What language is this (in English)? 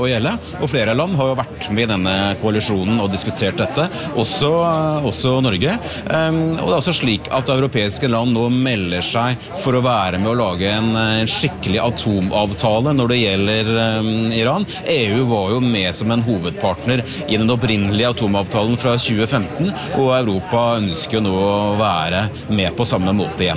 Norwegian